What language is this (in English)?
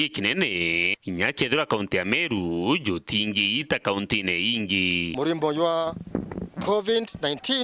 Meru